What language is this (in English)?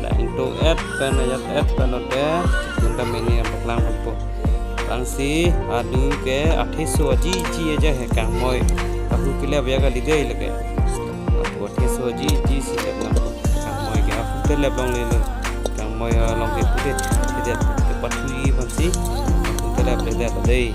Karbi